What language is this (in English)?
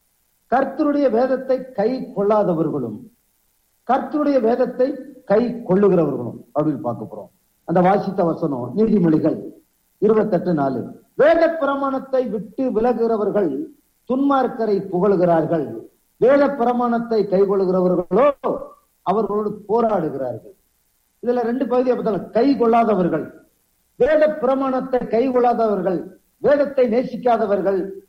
Tamil